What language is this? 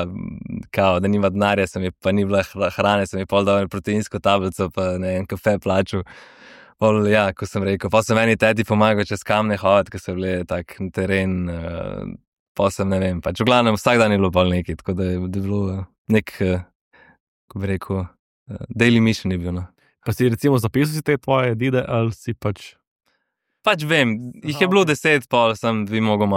Slovenian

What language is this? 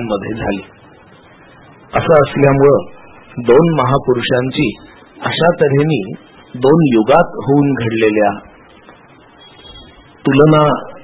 Marathi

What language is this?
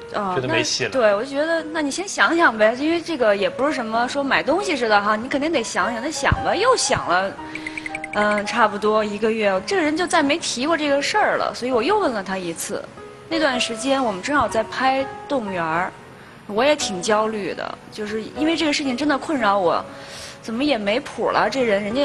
Chinese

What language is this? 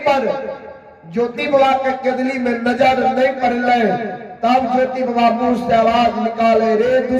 Maithili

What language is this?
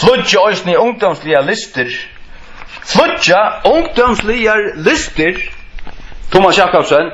Faroese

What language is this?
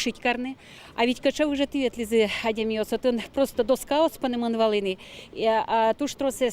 Udmurt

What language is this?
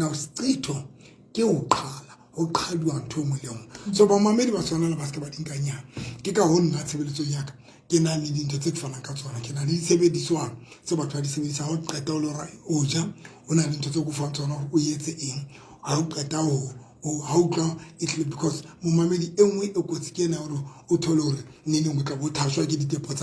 Southern Sotho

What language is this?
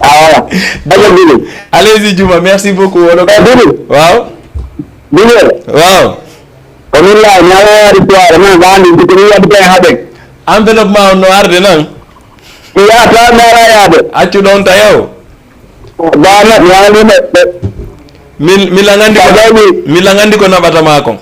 Fula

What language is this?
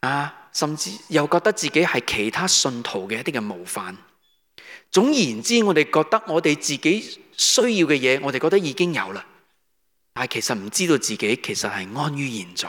Cantonese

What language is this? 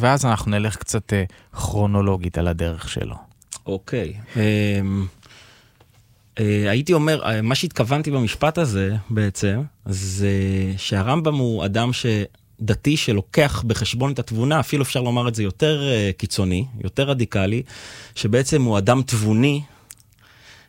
Hebrew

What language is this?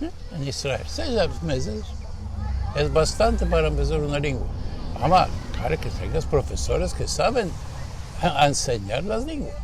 Ladino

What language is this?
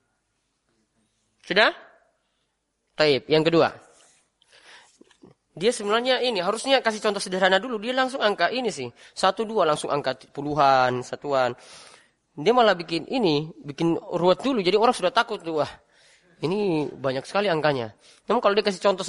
Indonesian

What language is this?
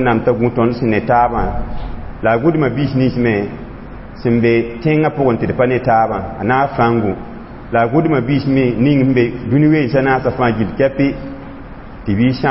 Mossi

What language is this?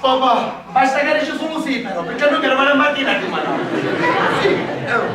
Sicilian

